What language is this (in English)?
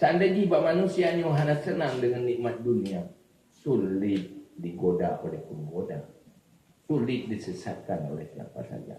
Achinese